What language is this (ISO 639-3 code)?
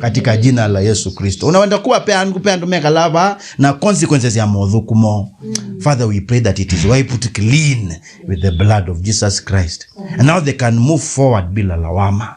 kam